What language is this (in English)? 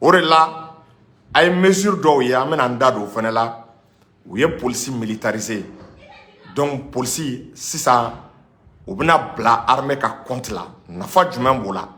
Bambara